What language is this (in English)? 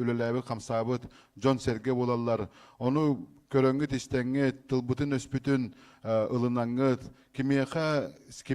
Yakut